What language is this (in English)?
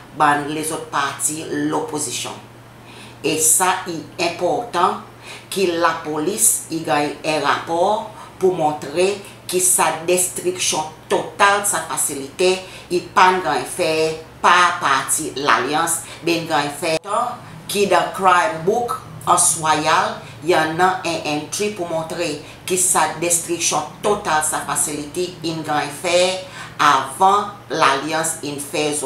Seselwa Creole French